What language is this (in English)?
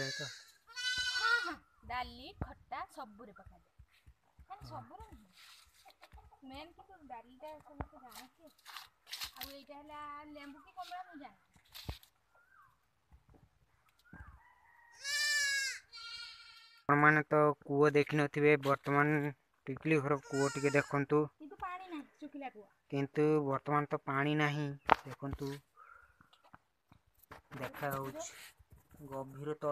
Odia